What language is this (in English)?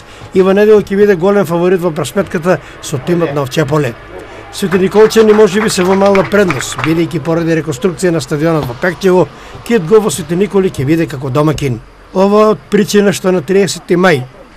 Macedonian